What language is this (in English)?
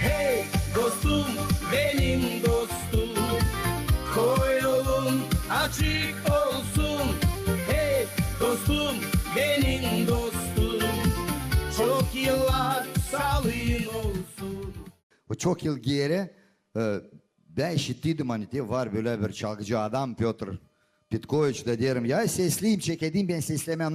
Gagauz